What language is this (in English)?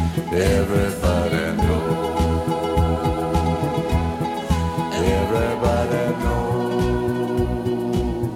French